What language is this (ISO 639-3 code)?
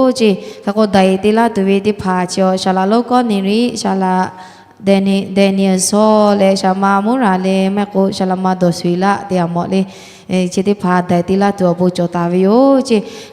lhu